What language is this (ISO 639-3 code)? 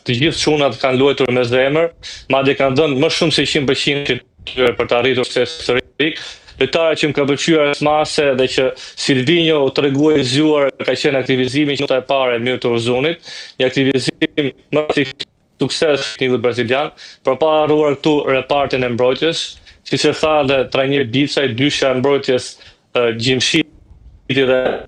sqi